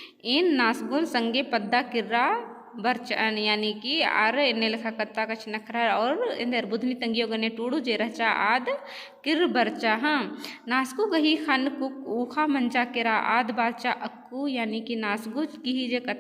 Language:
Kurukh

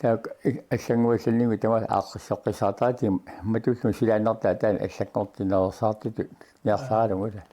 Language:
Kalaallisut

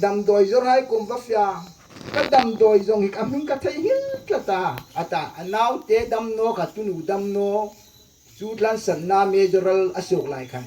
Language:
Hmar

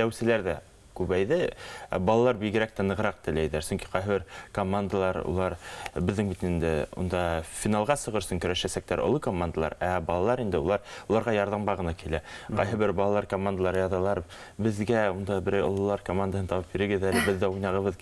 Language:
Bashkir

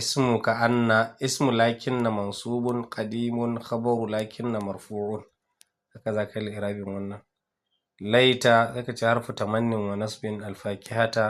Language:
Hausa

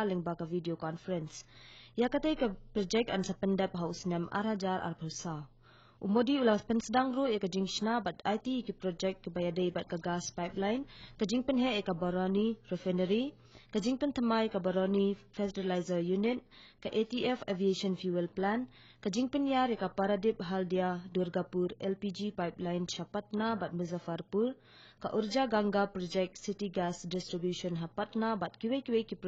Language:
Khasi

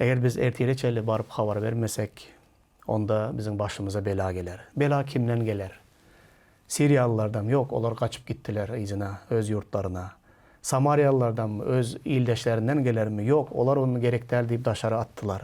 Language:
Turkmen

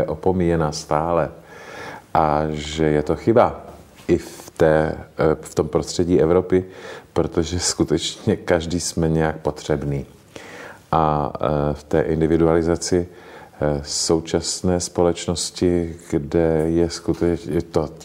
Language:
Czech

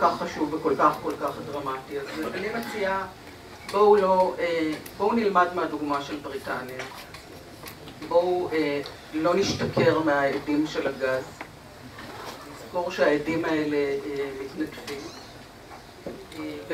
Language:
Hebrew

